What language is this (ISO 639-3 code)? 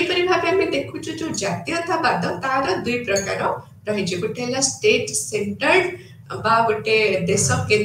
ori